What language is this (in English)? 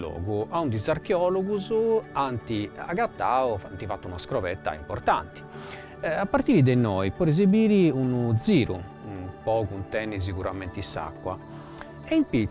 Sardinian